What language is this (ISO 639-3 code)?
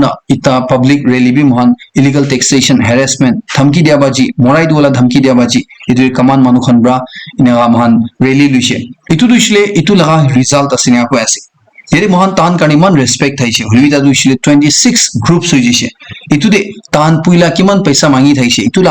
nag